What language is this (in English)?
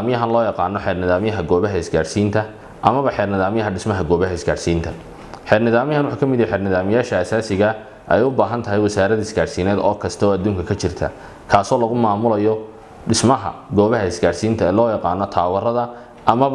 Somali